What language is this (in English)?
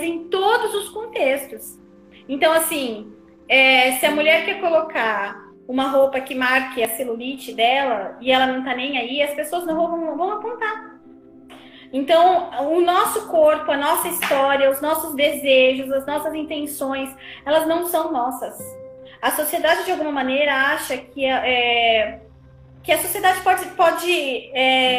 Portuguese